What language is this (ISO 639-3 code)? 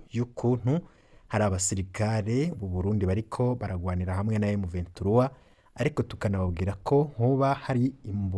run